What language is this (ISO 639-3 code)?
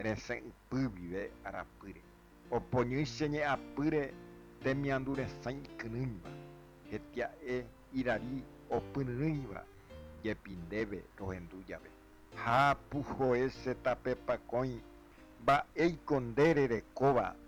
grn